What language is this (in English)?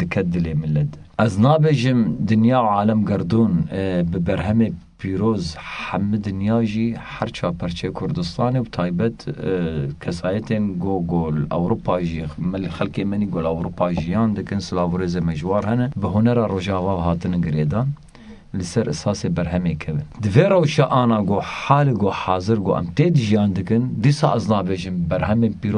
Kurdish